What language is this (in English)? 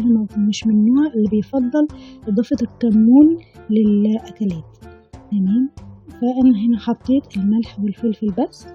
Egyptian Arabic